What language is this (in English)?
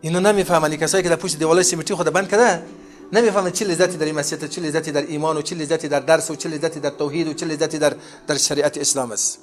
Persian